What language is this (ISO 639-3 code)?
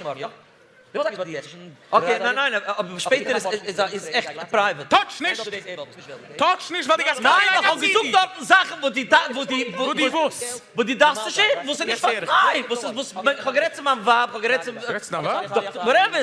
yid